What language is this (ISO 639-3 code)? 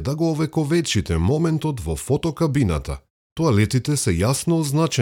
mkd